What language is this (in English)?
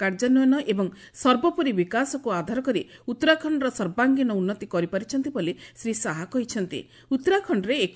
Odia